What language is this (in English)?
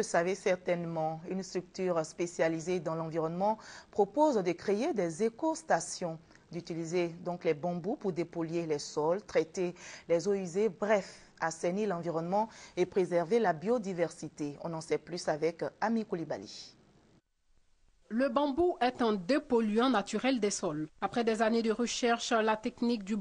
French